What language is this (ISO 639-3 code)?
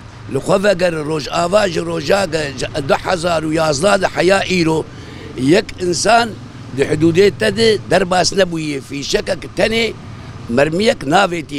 kur